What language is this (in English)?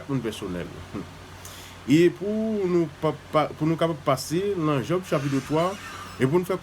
Haitian Creole